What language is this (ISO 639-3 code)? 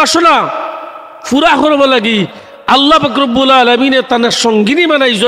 syl